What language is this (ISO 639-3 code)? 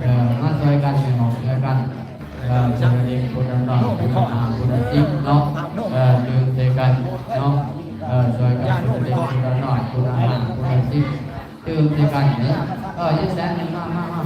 lao